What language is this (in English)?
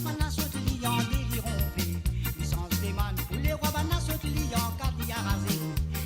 Morisyen